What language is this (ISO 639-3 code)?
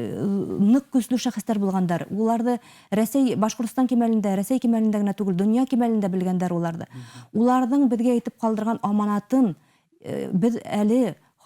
bak